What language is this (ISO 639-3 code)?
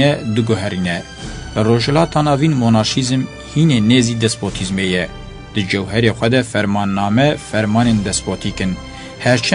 kur